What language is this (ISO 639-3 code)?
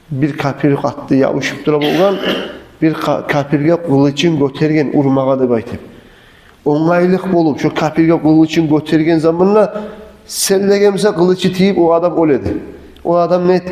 kum